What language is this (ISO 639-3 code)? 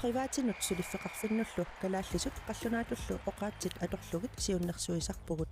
kal